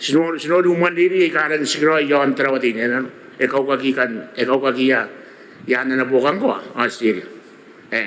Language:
Gilbertese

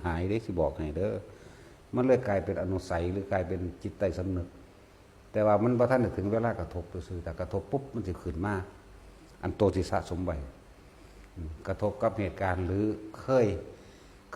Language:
Northeastern Thai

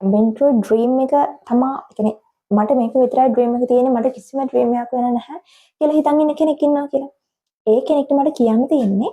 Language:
Sinhala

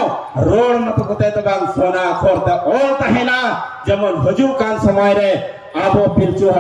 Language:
Santali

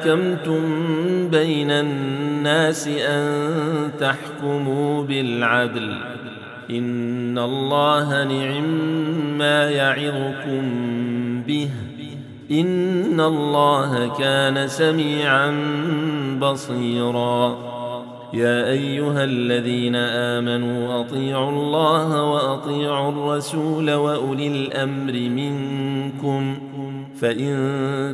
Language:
Arabic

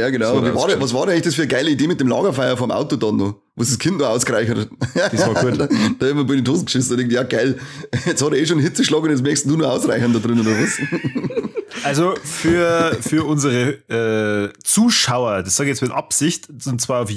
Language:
Bavarian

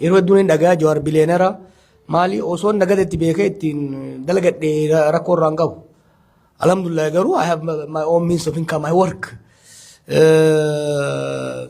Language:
Oromo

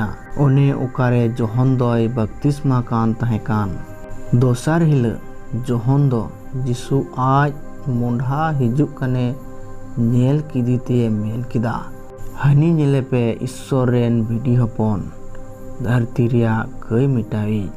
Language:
Santali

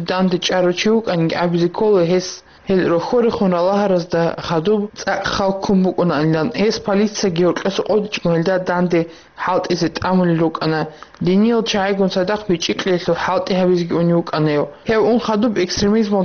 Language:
Avaric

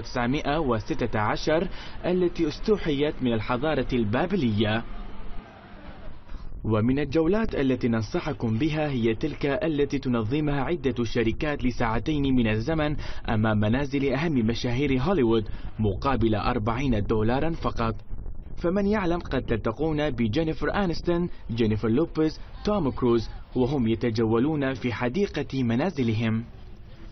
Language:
Arabic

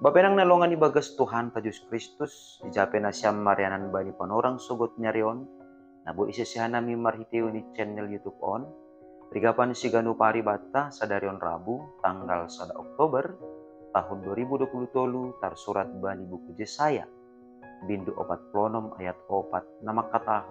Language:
Batak Simalungun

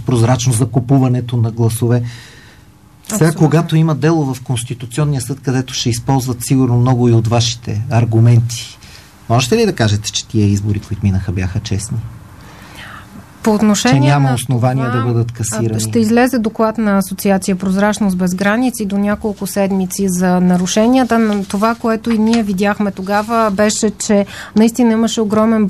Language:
Bulgarian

